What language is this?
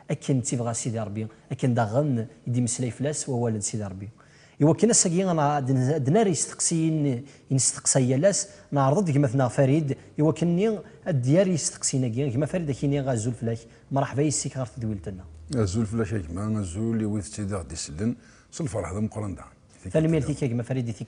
Kabyle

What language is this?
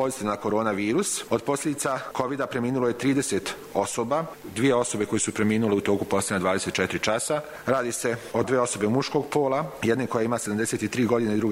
Bosnian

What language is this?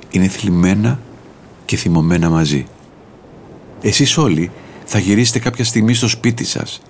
Greek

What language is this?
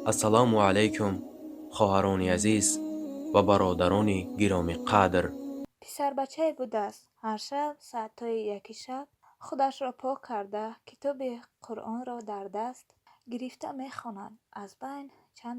Tajik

